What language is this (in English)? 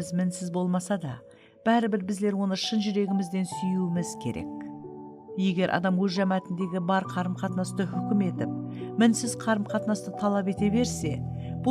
Kara-Kalpak